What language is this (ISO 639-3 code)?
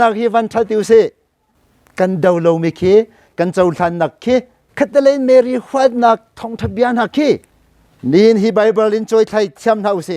cnh